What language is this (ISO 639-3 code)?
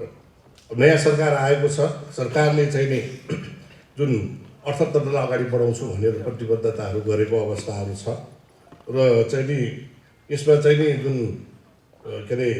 nep